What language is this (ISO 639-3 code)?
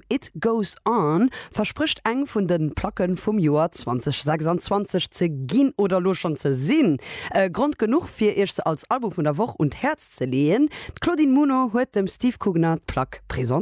ltz